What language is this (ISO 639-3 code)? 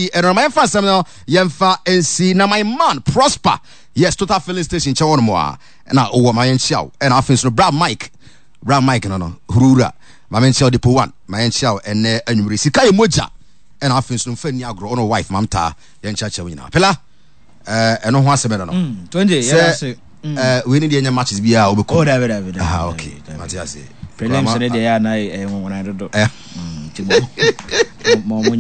aka